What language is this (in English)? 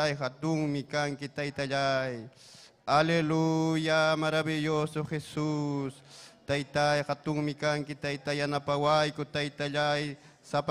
Ayacucho Quechua